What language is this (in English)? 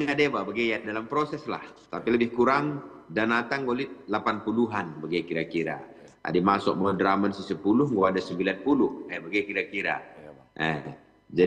Batak Karo